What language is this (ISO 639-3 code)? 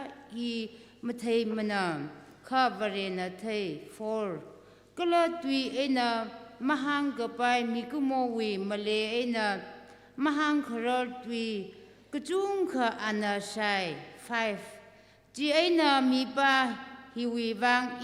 nmf